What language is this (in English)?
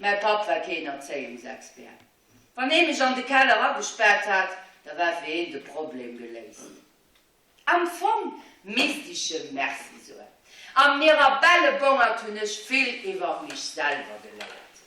Luxembourgish